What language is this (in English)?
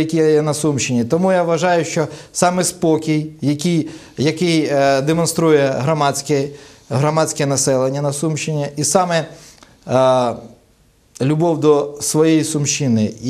Ukrainian